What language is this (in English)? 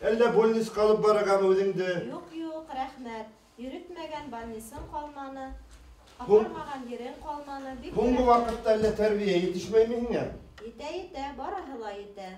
Bashkir